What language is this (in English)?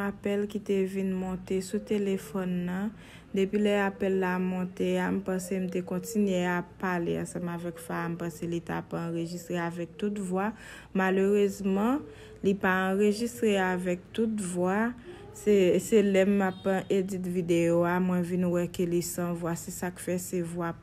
Haitian Creole